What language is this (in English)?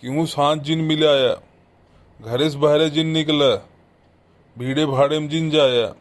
Bhojpuri